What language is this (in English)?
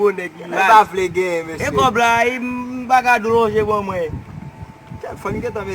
Haitian Creole